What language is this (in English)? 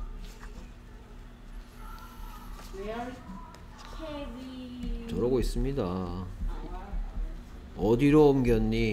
Korean